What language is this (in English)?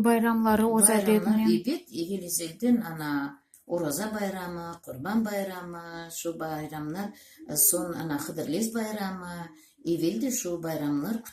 Crimean Tatar